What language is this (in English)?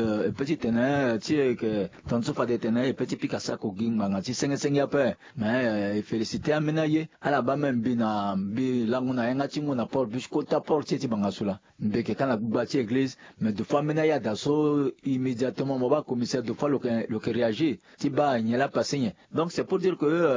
Sango